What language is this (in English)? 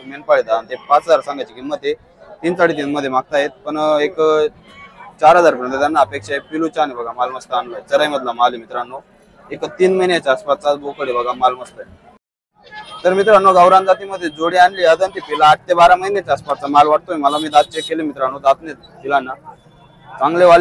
Marathi